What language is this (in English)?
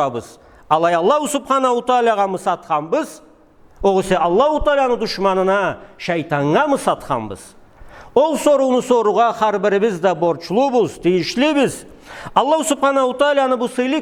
Karachay-Balkar